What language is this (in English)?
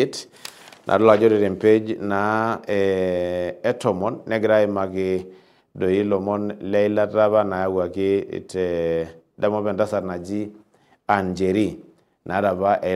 Masai